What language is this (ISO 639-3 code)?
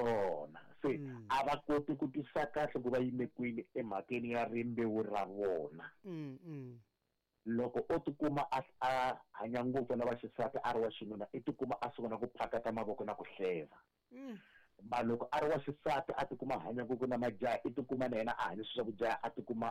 tso